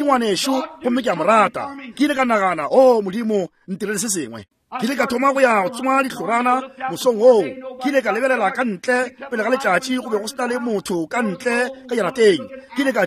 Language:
Northern Sotho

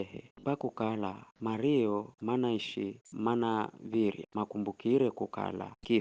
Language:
Giryama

